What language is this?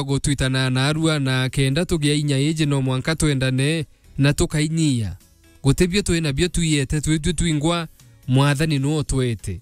Meru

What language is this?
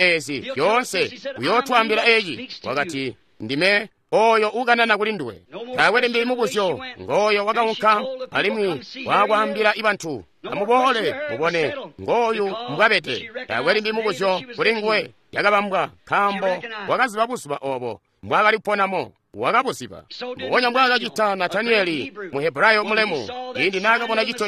Tonga (Zambia)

